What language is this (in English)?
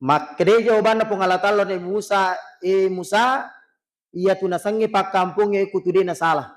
Buginese